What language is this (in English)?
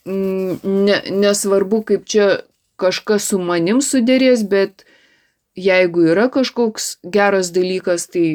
Lithuanian